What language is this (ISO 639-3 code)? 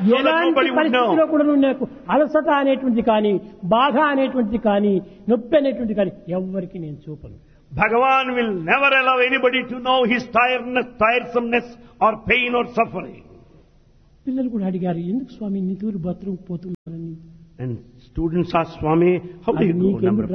tel